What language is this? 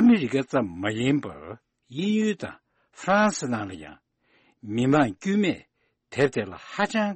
Tibetan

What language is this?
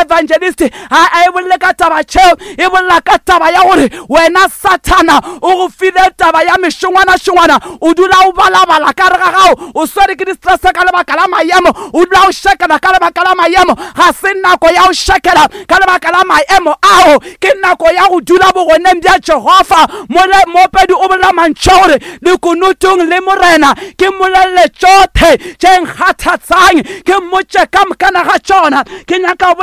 Northern Sotho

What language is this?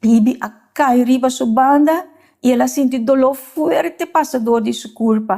Papiamento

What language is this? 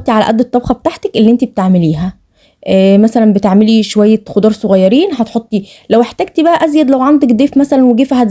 Egyptian Arabic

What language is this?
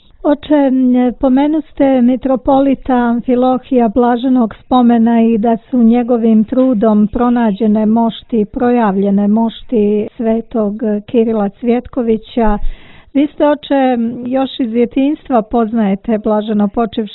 Serbian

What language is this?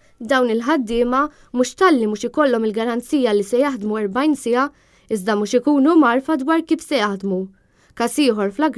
Maltese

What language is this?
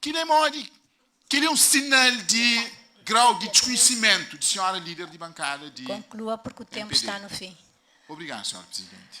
Kabuverdianu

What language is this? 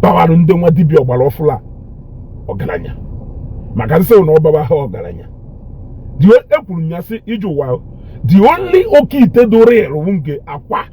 Igbo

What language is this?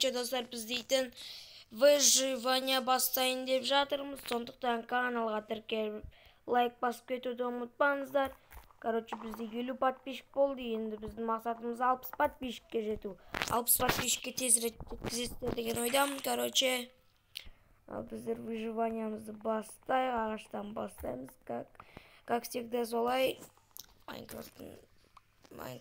Kazakh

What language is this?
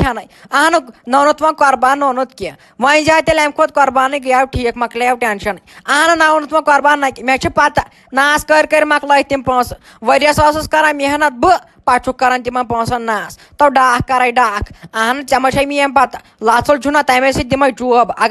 Kashmiri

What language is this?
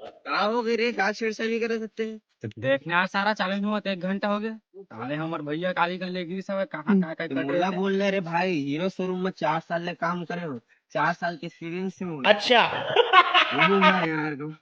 Chhattisgarhi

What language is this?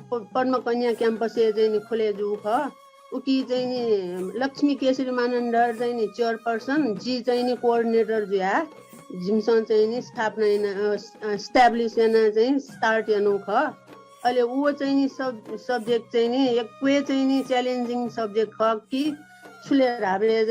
Newari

